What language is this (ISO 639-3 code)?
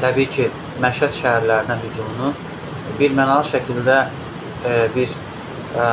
aze